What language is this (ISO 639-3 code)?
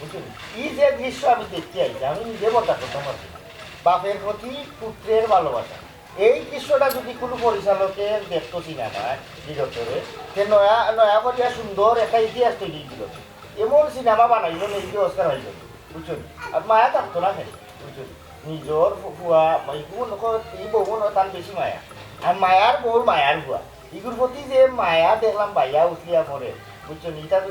syl